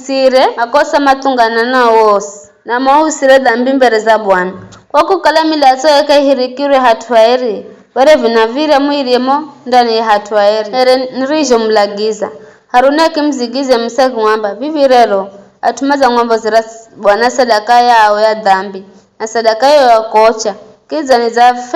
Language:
Giryama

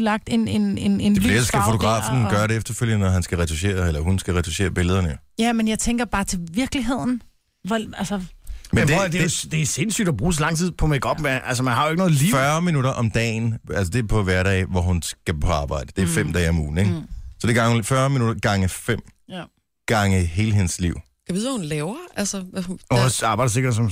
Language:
Danish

